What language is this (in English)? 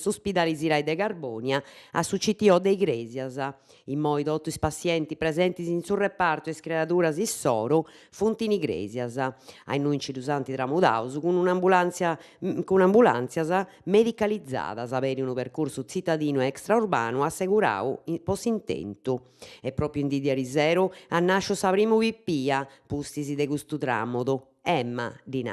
Sardinian